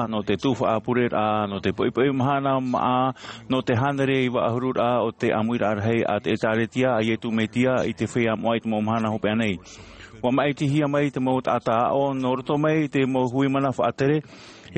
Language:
Tahitian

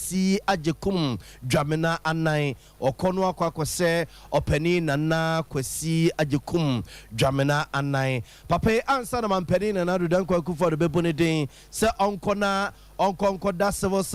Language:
Akan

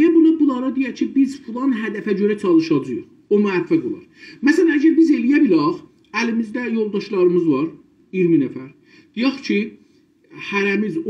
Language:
South Azerbaijani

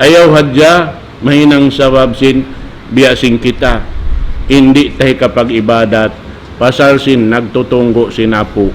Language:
Tausug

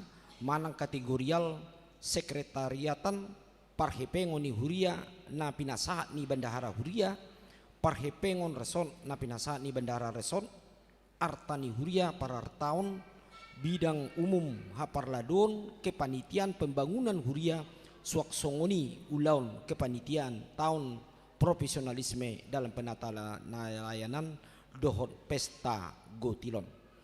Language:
Batak Toba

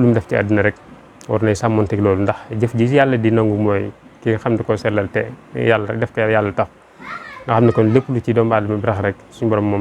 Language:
Wolof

